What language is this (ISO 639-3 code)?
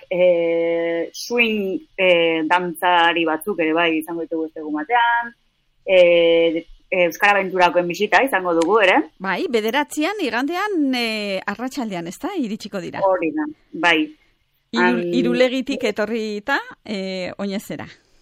eus